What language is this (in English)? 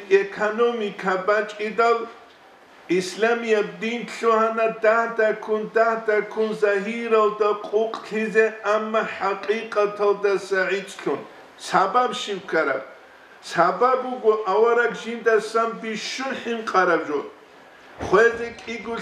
Avaric